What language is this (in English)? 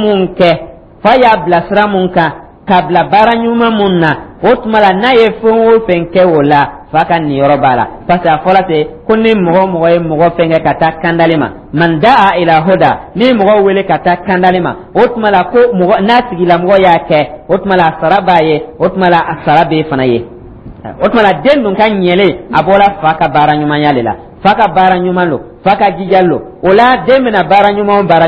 Dyula